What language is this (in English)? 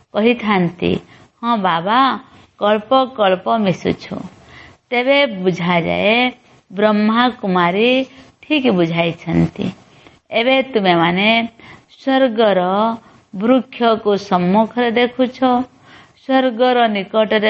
Odia